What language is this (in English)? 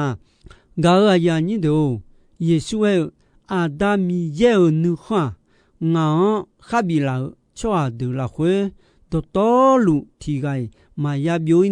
Akha